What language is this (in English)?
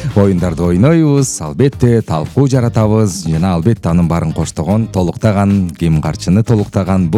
Kyrgyz